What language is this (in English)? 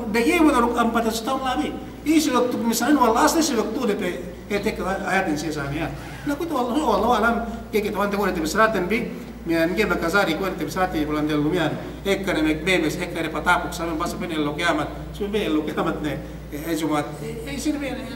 Yakan